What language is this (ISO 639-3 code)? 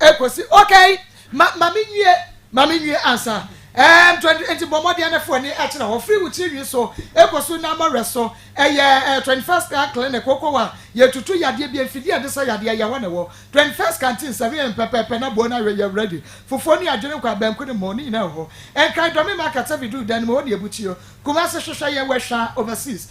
aka